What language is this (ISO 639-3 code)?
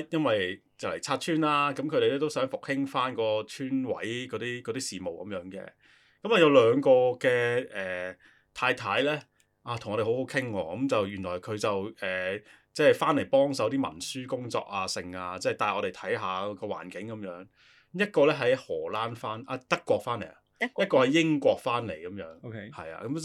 yue